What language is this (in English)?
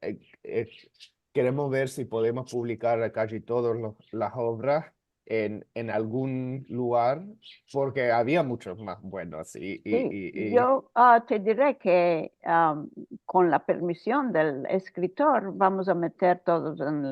Ladino